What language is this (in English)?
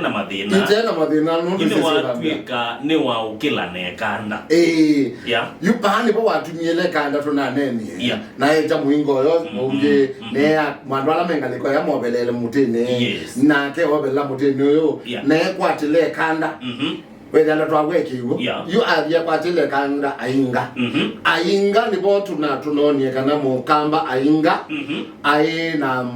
Kamba